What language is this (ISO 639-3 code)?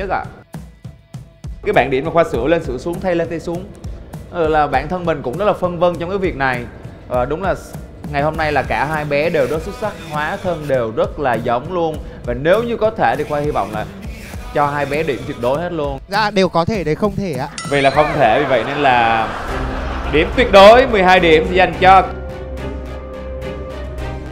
vie